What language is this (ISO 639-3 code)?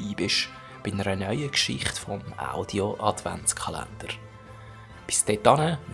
gsw